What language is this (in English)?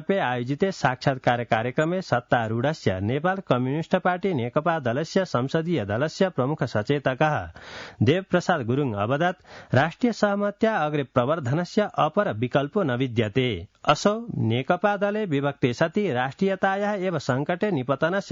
Sanskrit